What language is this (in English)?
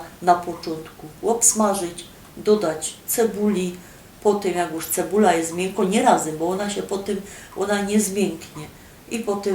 Silesian